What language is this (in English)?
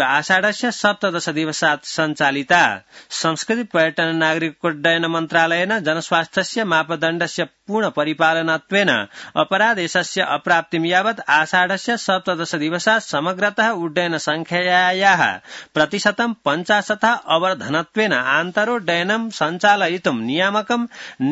Sanskrit